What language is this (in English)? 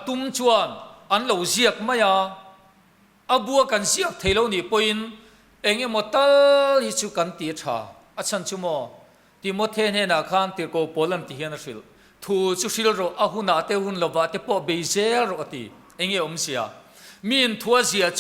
Mizo